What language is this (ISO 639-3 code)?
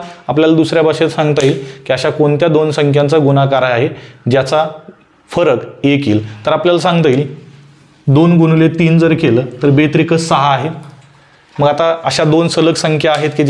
mar